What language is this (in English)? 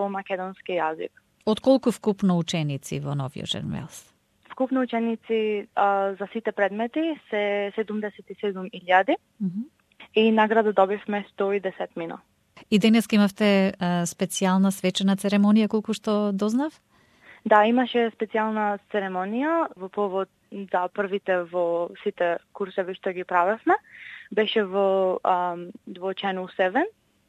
Macedonian